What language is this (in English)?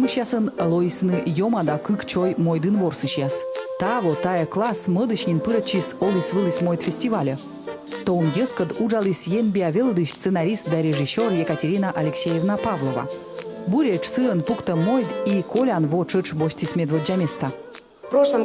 Komi